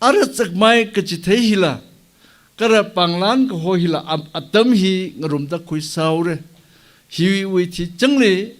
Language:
Tangkhul Naga (India)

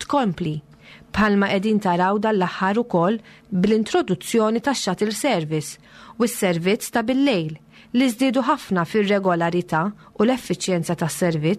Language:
Maltese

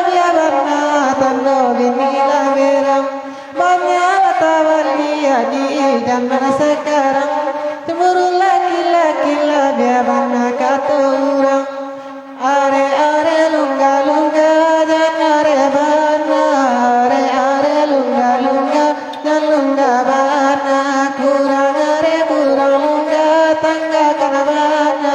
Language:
Minangkabau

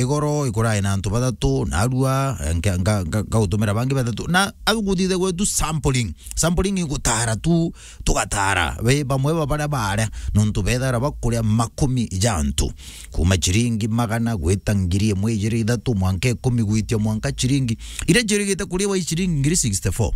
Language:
Meru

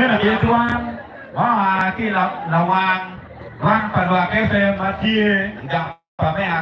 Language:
Acoli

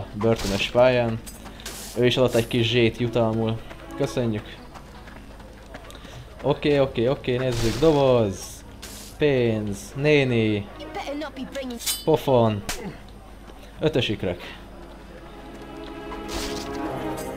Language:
Hungarian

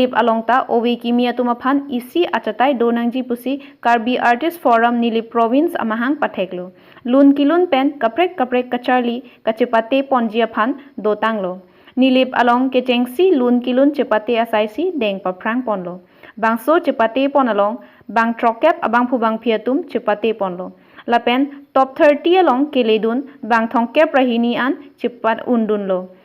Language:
Karbi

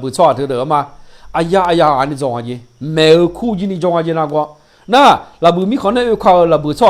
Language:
Akha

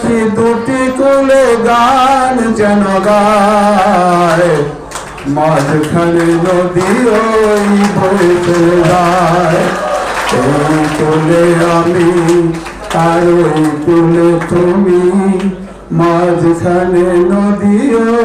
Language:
Bangla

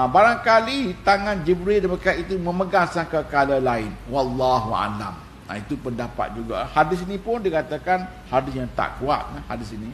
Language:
Malay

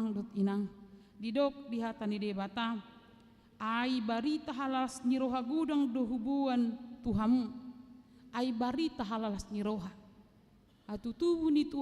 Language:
Batak Toba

